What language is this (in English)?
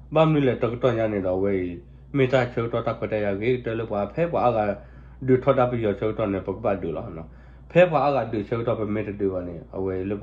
S'gaw Karen